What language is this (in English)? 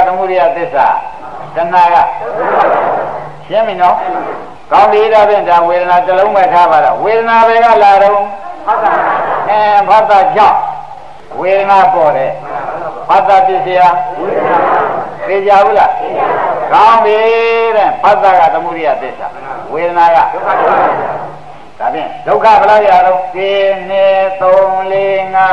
Burmese